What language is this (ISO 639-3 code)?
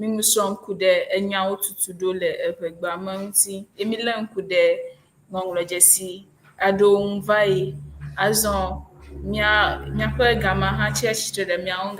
ewe